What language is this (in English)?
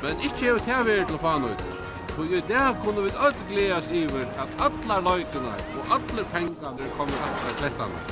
Faroese